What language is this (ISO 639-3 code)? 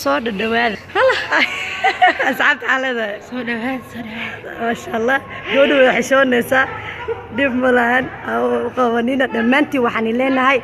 som